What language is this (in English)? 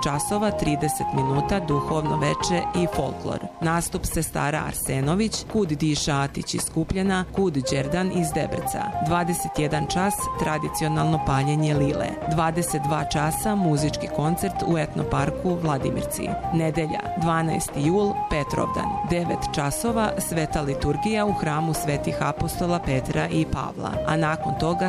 Serbian